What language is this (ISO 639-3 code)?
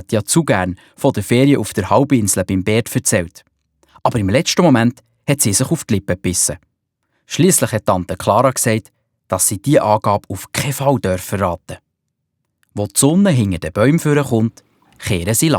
gsw